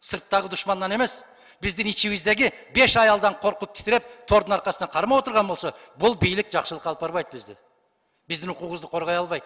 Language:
Kyrgyz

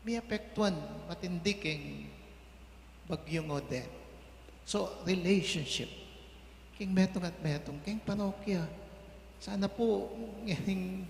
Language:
Pampanga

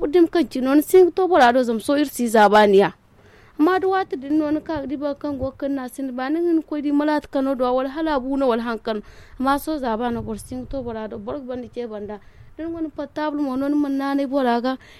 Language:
Zarma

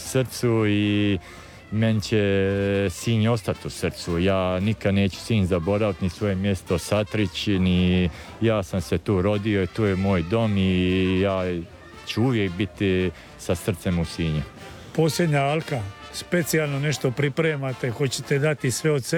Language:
Croatian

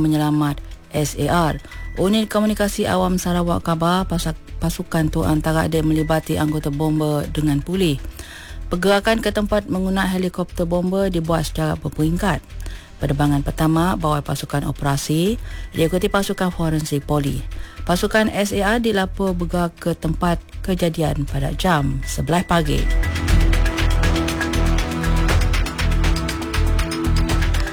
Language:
Malay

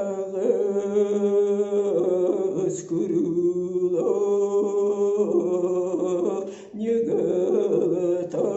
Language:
Yakut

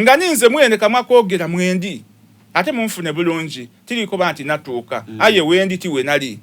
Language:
Soga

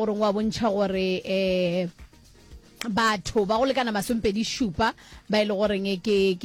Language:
Northern Sotho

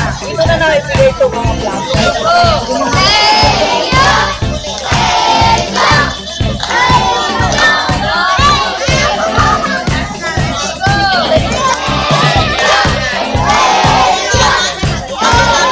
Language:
Filipino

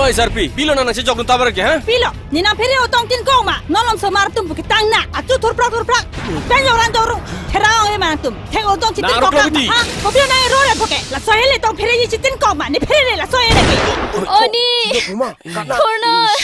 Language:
Karbi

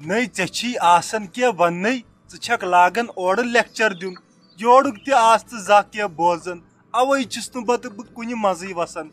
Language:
Kashmiri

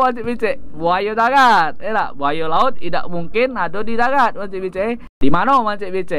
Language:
Musi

